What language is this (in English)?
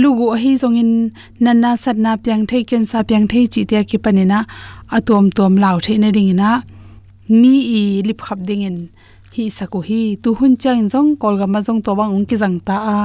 Tedim Chin